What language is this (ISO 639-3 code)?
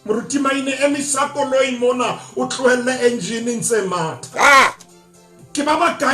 sot